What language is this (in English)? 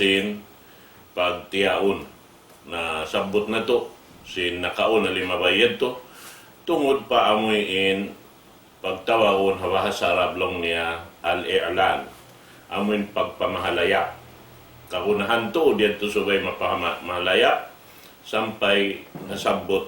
Tausug